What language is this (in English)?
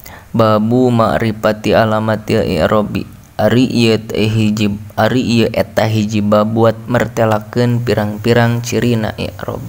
Sundanese